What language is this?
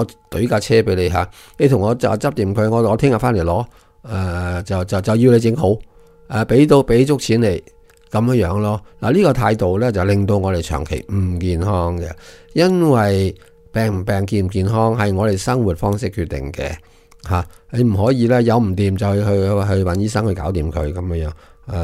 Cantonese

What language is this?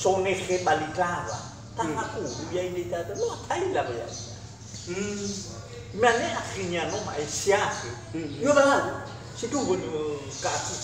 Nias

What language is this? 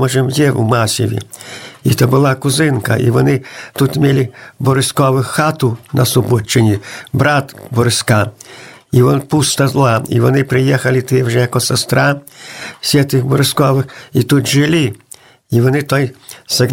Ukrainian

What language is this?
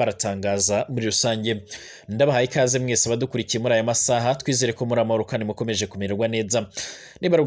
Rundi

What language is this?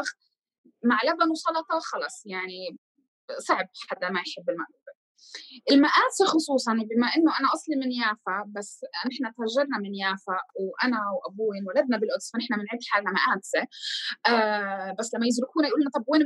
North Levantine Arabic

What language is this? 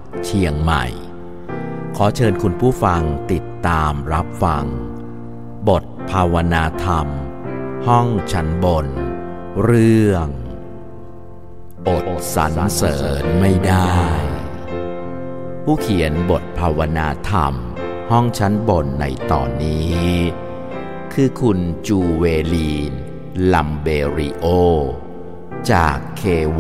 Thai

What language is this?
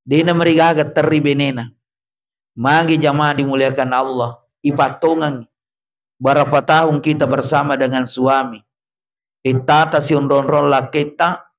Buginese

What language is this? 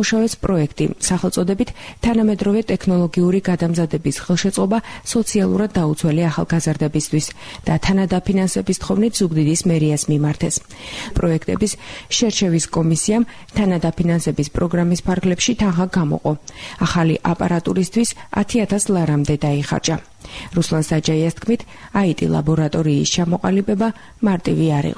Georgian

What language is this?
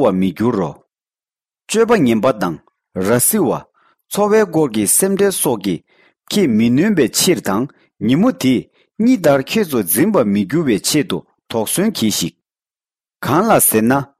Tibetan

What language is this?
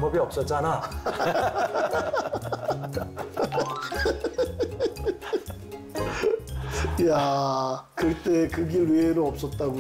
Korean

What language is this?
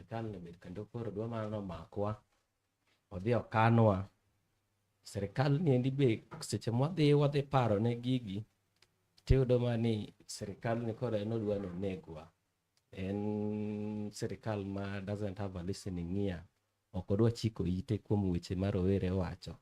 Luo (Kenya and Tanzania)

